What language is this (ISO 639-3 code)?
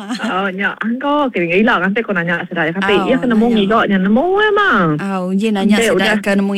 iba